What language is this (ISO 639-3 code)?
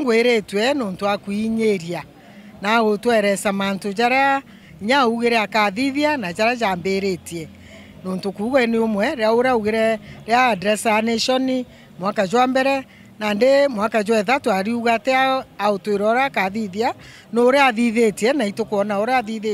mer